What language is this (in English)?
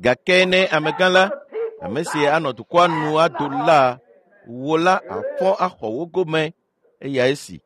Ewe